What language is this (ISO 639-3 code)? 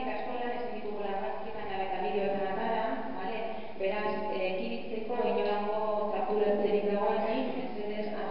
eus